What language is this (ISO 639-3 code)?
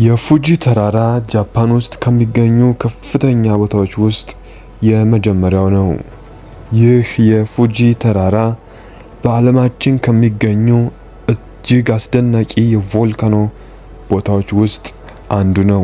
amh